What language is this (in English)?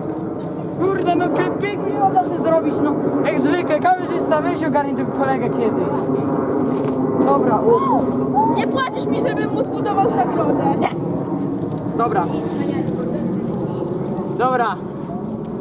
Polish